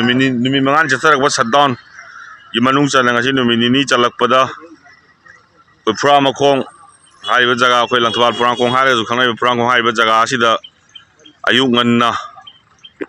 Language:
Manipuri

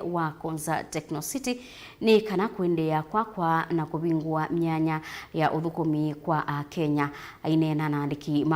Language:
Kamba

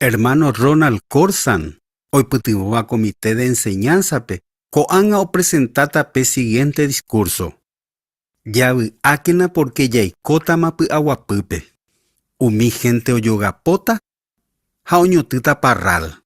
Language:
Guarani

